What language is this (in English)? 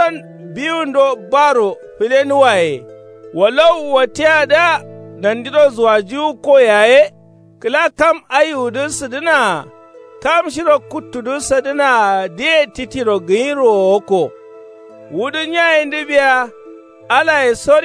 Kanuri